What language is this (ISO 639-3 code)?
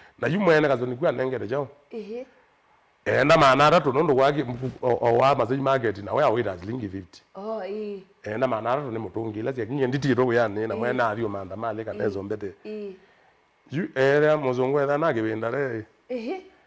kam